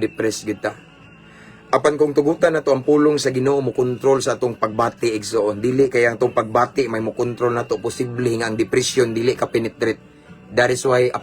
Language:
Cebuano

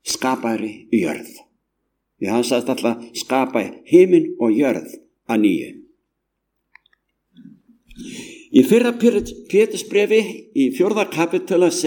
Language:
Icelandic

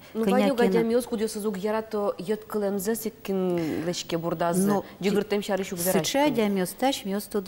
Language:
Udmurt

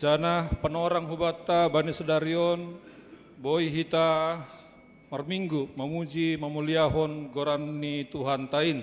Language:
Batak Simalungun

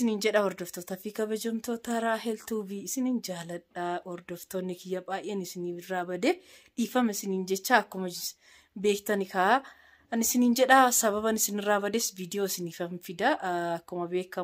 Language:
Oromo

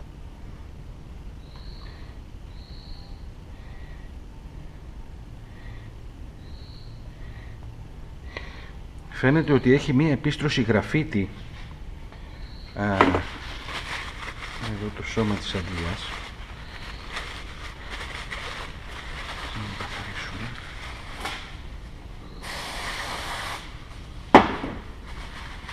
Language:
Greek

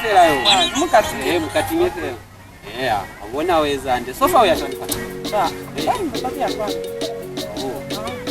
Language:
Lozi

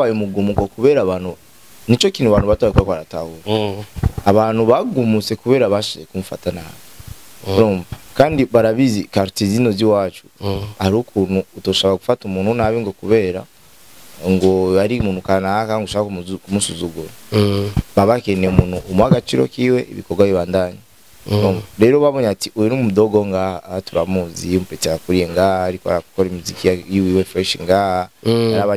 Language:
Rundi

